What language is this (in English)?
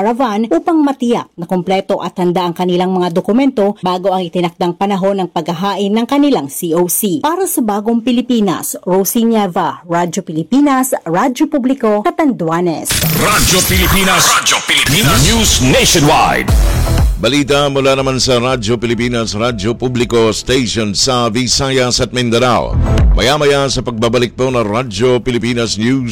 Filipino